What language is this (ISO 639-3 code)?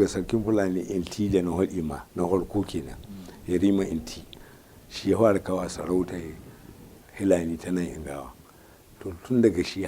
hau